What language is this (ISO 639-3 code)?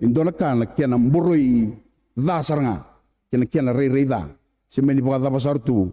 fij